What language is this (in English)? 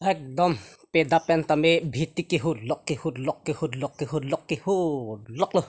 Karbi